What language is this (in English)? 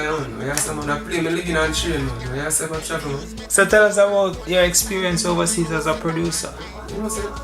Jamaican Creole English